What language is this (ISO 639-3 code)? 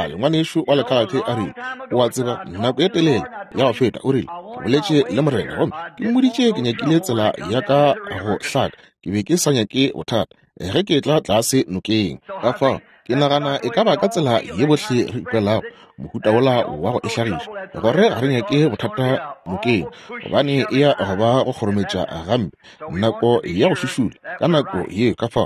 nso